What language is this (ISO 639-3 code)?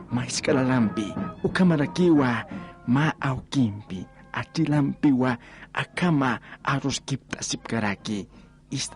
aym